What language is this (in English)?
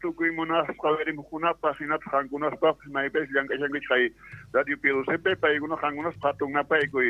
South Bolivian Quechua